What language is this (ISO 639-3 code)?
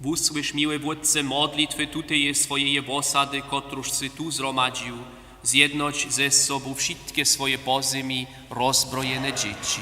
hsb